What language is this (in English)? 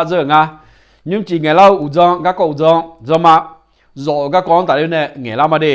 Akha